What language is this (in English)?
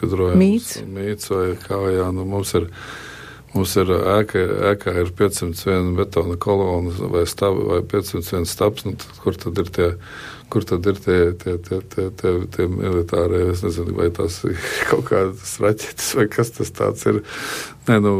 Latvian